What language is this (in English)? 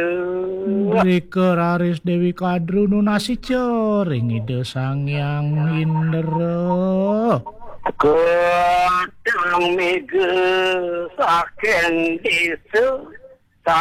Balinese